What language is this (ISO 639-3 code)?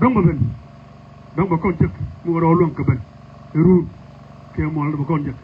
nus